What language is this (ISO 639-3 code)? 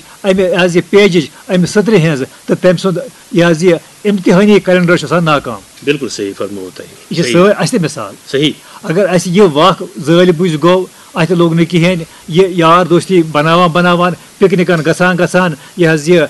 kas